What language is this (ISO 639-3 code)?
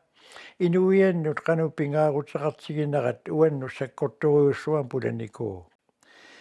kal